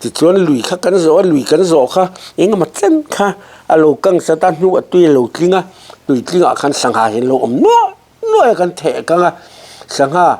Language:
Mizo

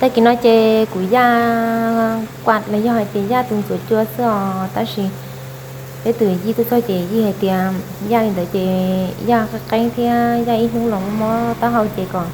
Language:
Hmong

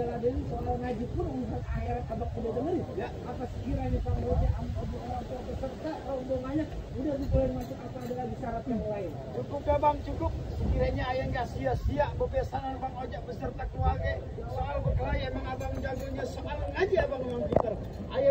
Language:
Betawi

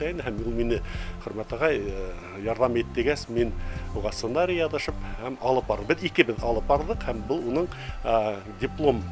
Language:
Bashkir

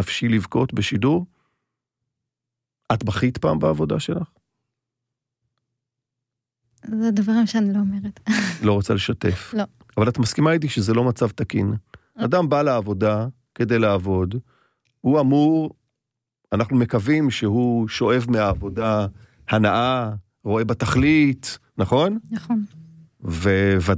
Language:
Hebrew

